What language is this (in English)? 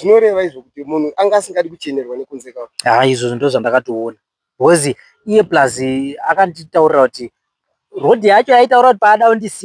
Shona